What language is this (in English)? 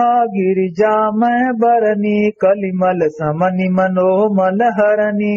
Awadhi